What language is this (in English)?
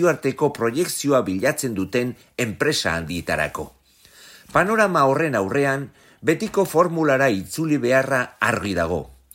Basque